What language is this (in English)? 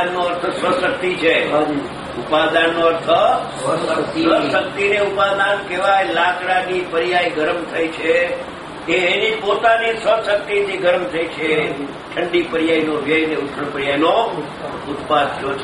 Gujarati